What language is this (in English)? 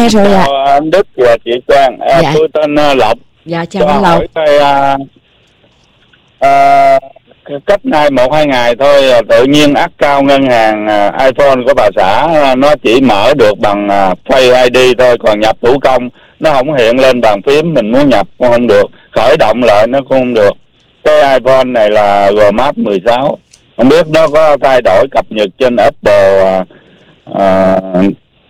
Vietnamese